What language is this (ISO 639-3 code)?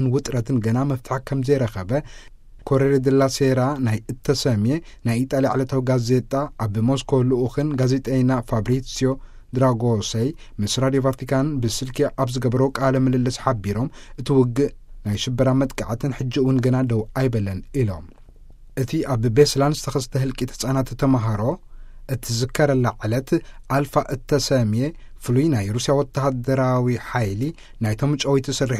tir